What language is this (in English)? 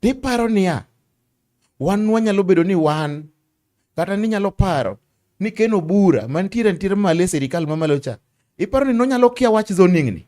Luo (Kenya and Tanzania)